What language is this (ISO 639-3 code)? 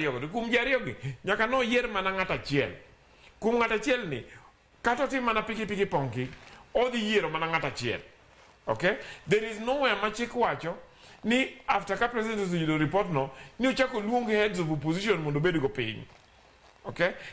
luo